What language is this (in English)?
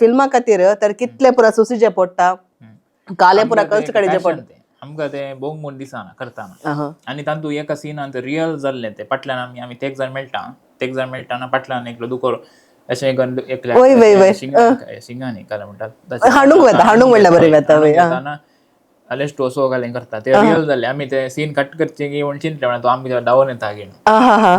Konkani